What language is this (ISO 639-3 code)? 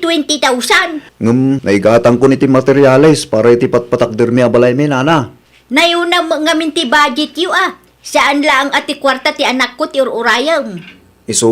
ilo